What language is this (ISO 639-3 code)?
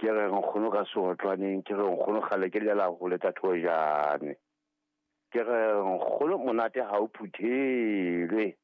sot